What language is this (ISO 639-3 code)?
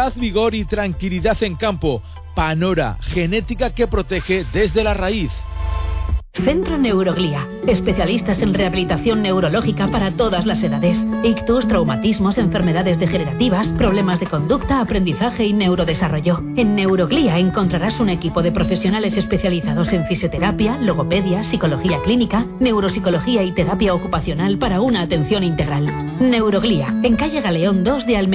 spa